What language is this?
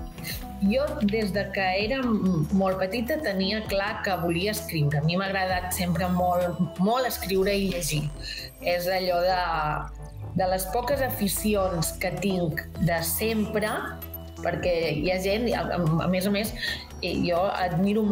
Catalan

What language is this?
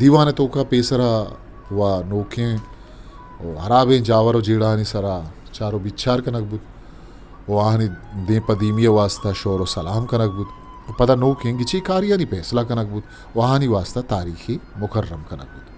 Eastern Balochi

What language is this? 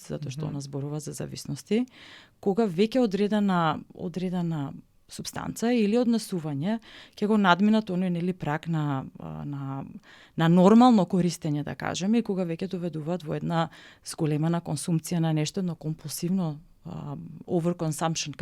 Macedonian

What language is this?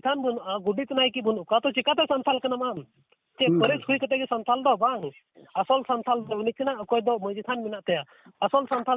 Santali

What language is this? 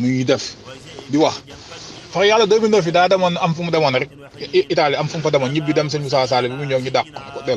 Wolof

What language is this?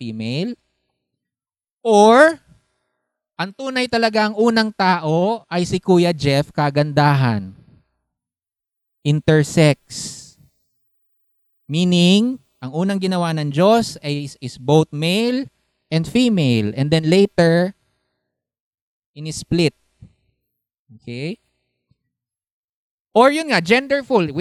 Filipino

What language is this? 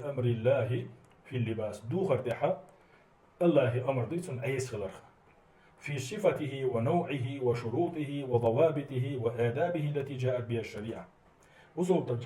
Chechen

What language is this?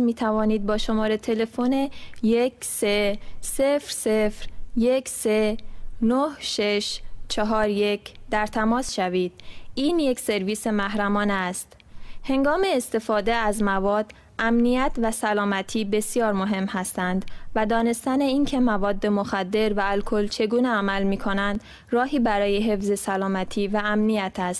Persian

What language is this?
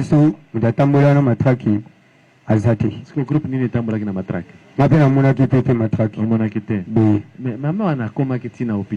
Lingala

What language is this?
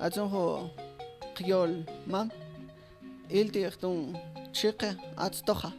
Mam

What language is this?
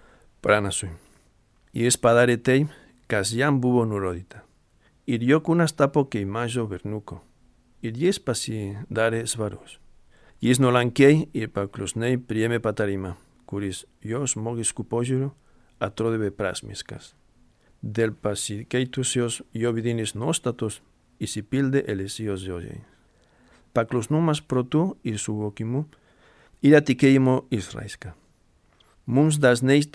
Lithuanian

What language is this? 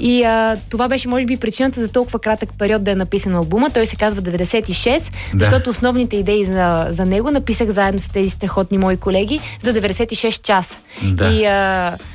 Bulgarian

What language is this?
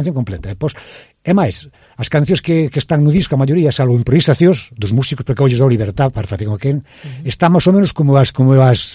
Galician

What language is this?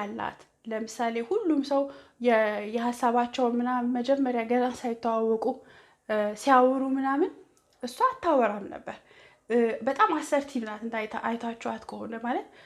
Amharic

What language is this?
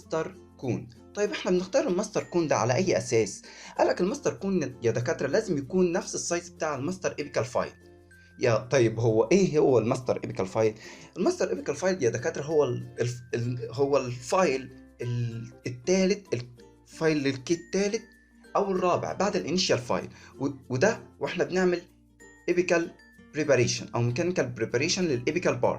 Egyptian Arabic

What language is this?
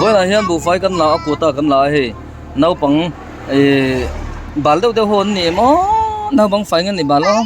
Mizo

